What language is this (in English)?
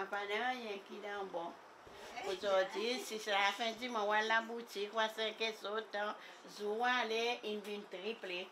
Seselwa Creole French